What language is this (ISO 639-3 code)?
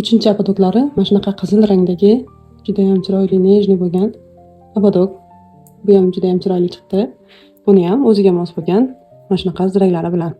uzb